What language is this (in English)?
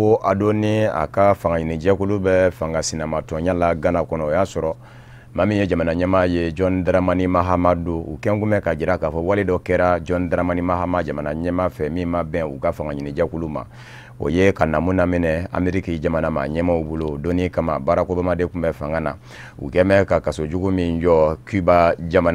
Bambara